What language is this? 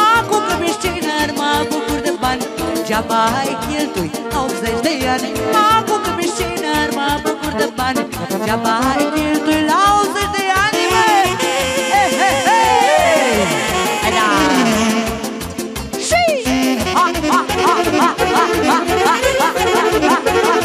Romanian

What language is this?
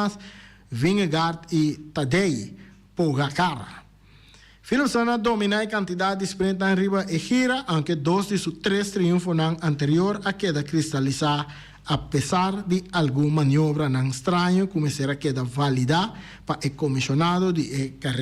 Papiamento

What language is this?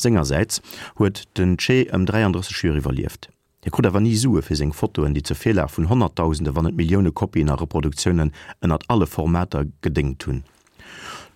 Luxembourgish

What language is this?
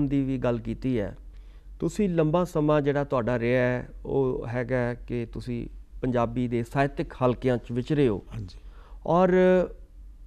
Punjabi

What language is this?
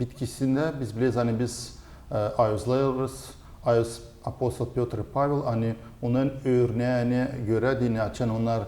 Gagauz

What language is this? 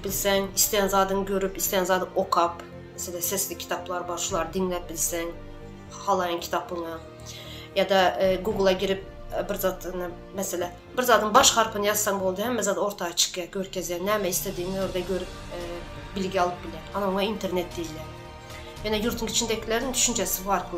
Turkmen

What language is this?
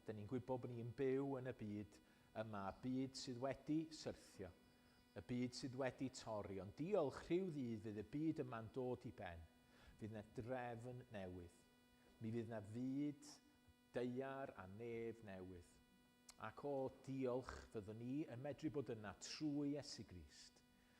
Welsh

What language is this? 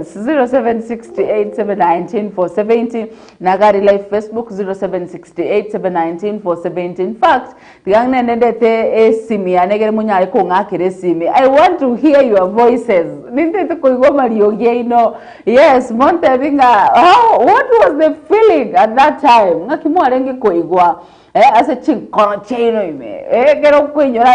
Gusii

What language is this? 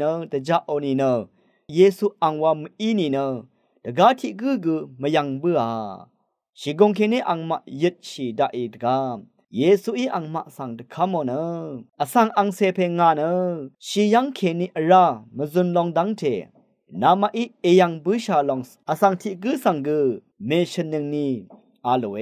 Rawang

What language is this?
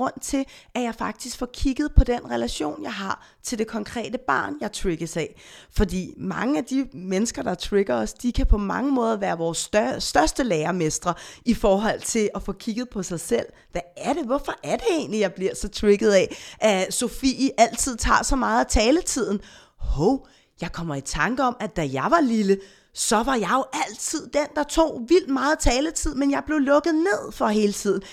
Danish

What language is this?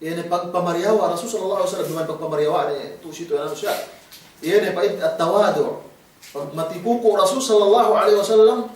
Yakan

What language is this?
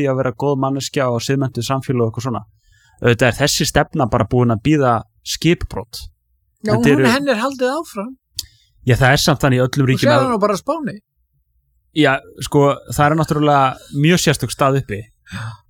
Icelandic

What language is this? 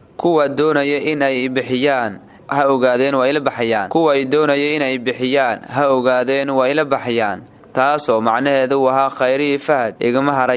Somali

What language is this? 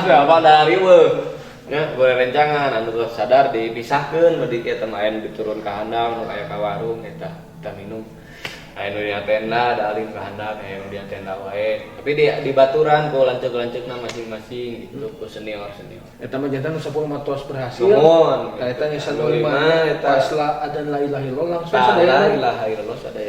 Sundanese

